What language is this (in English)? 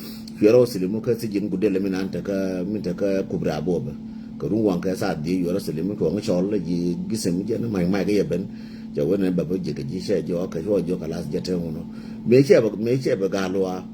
Nuer